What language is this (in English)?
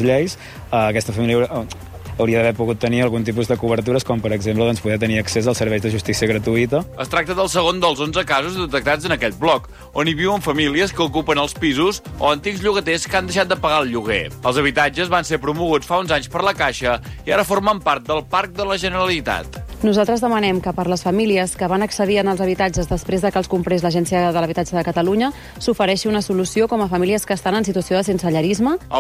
Catalan